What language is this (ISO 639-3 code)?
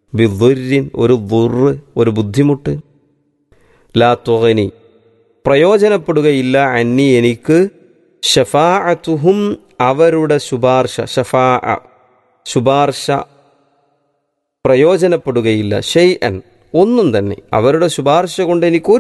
mal